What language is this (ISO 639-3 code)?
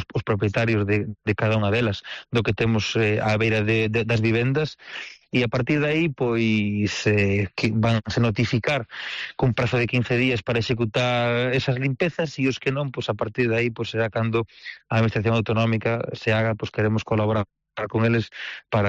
glg